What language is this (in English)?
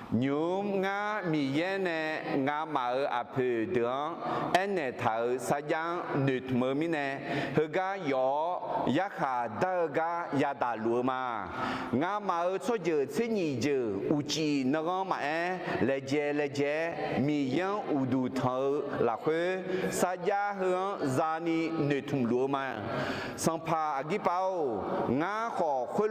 Akha